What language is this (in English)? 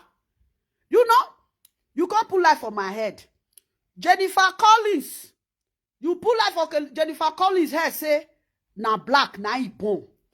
Nigerian Pidgin